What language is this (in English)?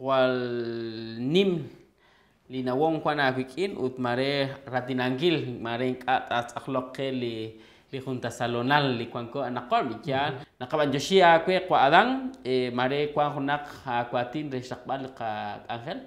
Kekchí